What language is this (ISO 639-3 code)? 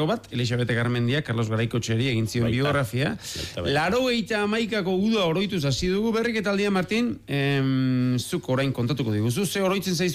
eus